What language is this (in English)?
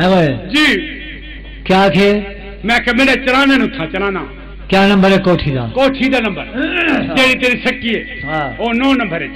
Saraiki